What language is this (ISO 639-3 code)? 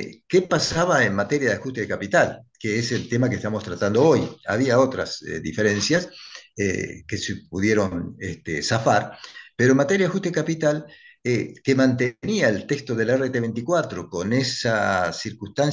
spa